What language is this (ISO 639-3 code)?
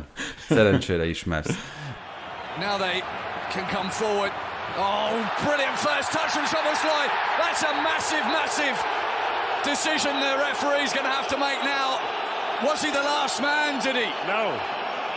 hun